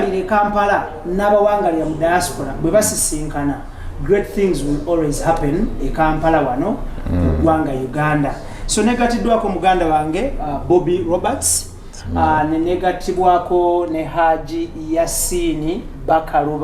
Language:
Ganda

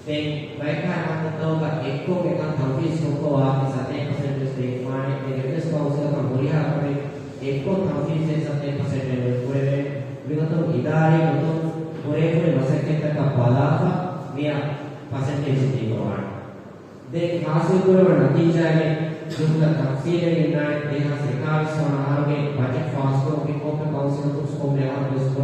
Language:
Divehi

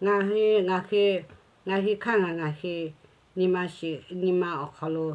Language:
Lahu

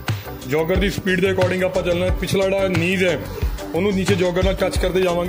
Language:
Punjabi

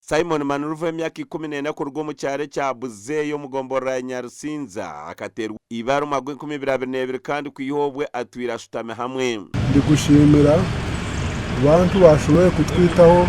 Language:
Nyankole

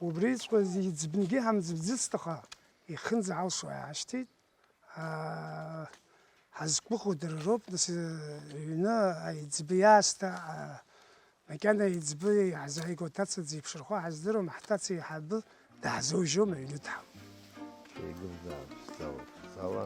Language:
Abkhazian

